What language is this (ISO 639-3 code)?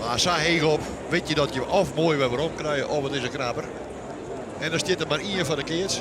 fry